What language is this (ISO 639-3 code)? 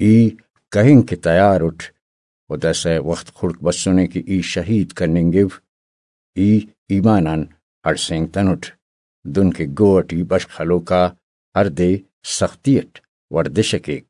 brh